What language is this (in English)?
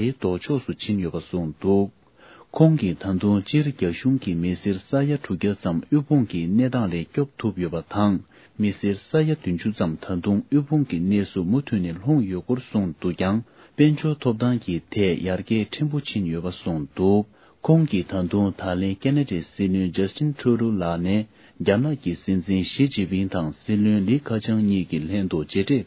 Tibetan